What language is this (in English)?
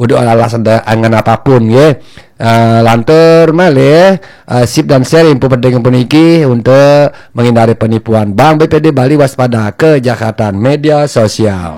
Balinese